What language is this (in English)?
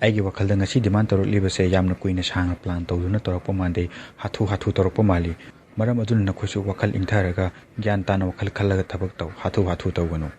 Manipuri